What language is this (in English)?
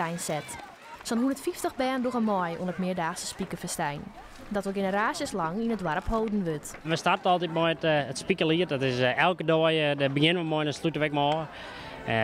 Western Frisian